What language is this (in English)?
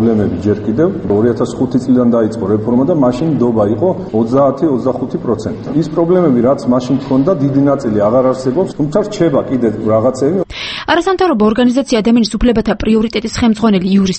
Georgian